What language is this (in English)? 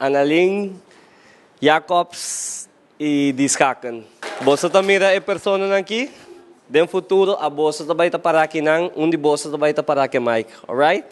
Papiamento